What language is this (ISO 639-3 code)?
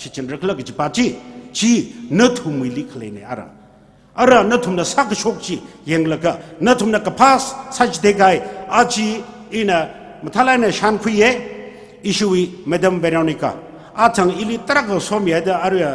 nmf